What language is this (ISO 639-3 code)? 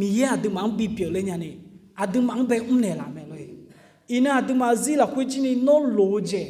ahk